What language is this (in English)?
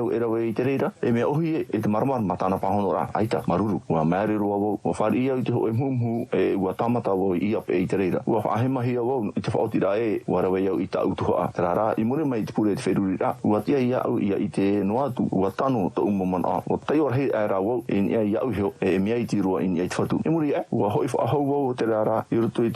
Tahitian